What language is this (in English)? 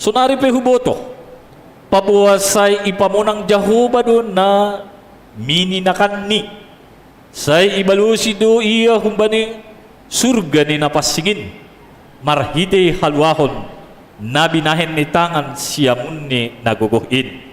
Batak Simalungun